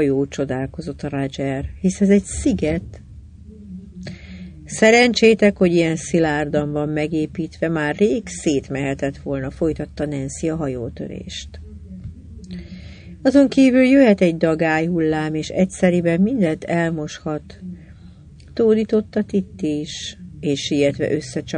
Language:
Hungarian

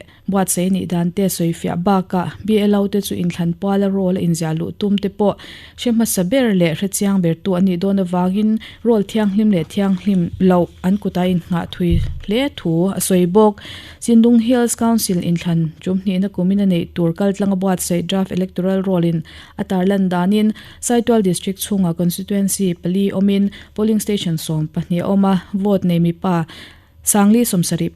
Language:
Mizo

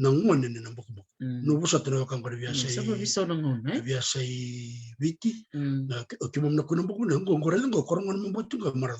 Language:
Fijian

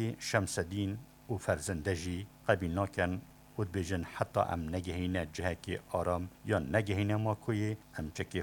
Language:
Kurdish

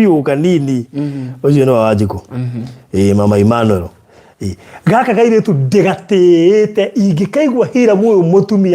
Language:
Kikuyu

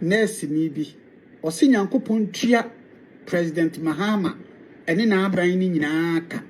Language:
Akan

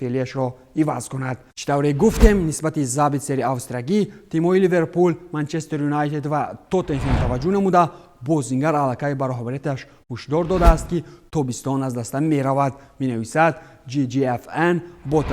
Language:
Tajik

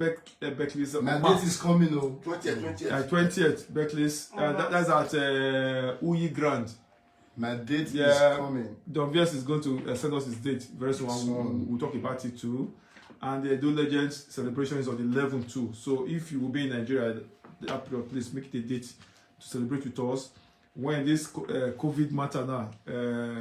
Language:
Nigerian Pidgin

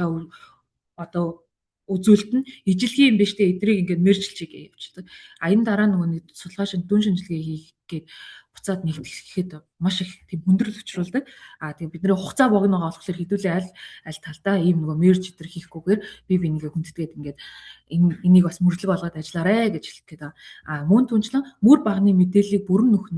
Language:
Mongolian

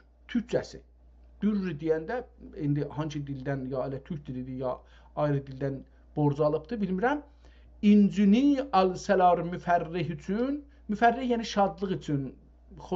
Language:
South Azerbaijani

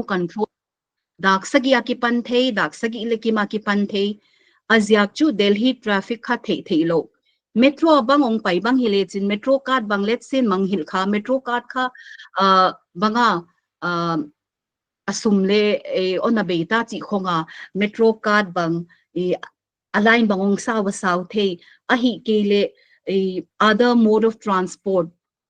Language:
Paite Chin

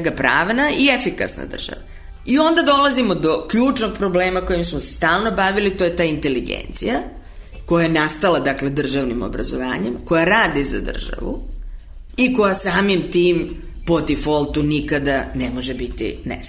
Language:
Serbian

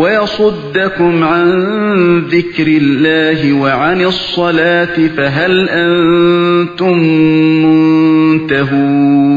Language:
Uyghur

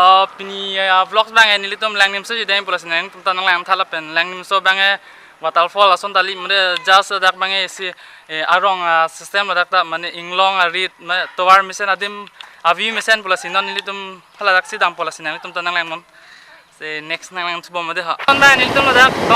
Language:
Karbi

